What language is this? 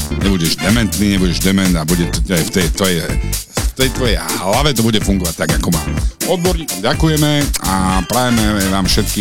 Slovak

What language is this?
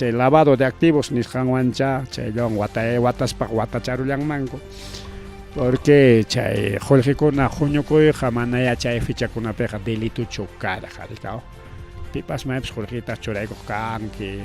Ayacucho Quechua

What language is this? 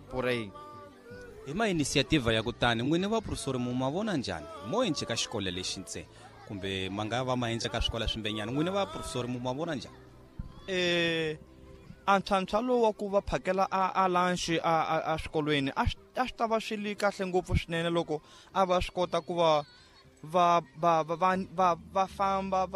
Tsonga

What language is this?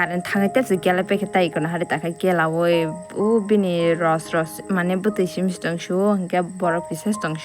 Kok Borok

